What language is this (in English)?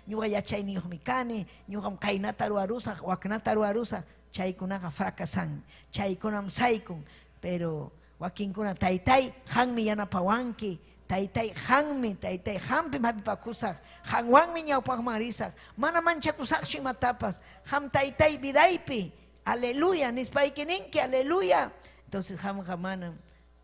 Ayacucho Quechua